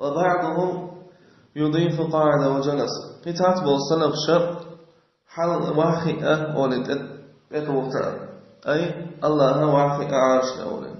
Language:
Chechen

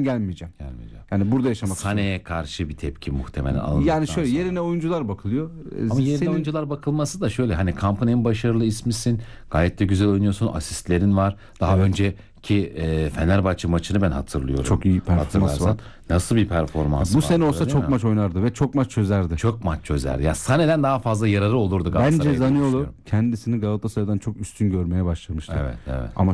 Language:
Turkish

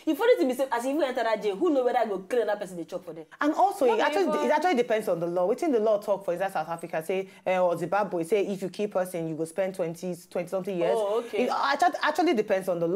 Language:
Nigerian Pidgin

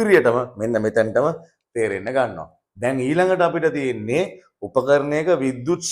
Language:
Sinhala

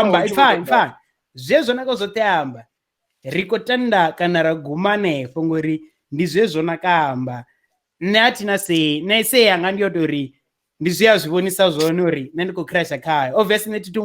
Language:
Venda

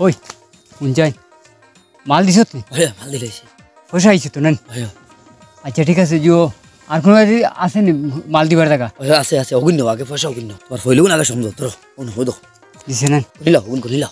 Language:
Sylheti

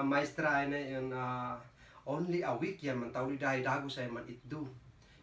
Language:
Kankanaey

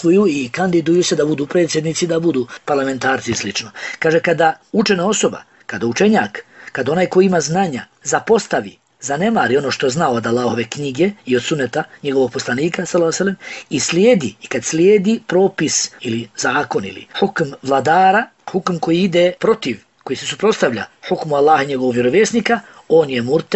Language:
Bosnian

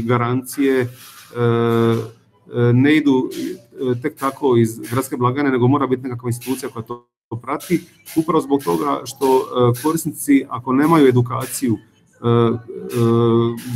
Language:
Croatian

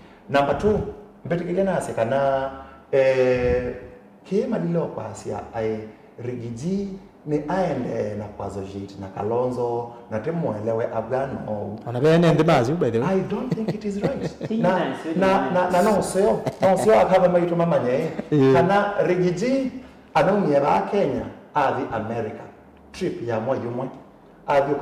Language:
Kamba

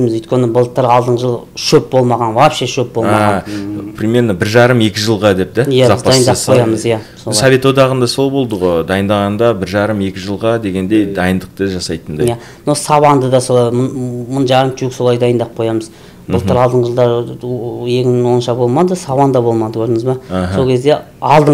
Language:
Kazakh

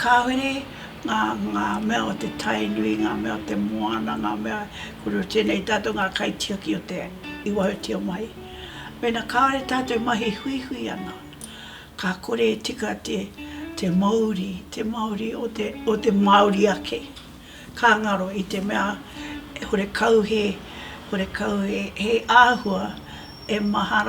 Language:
Māori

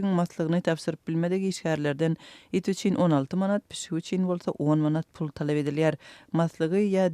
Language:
Turkmen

